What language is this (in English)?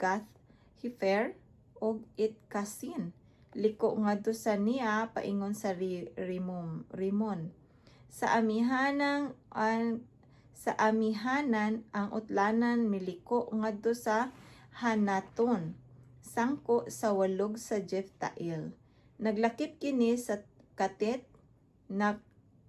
Cebuano